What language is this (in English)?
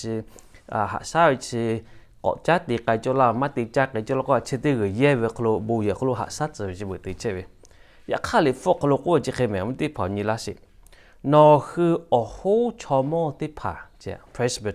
Lahu